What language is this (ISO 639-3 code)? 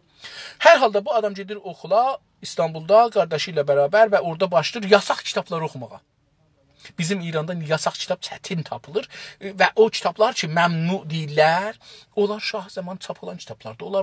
azb